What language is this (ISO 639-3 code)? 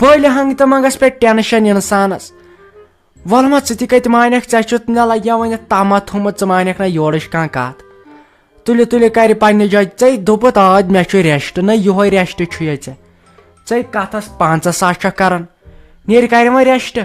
kas